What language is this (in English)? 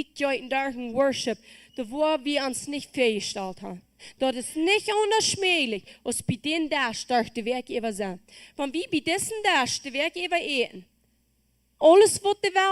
Plautdietsch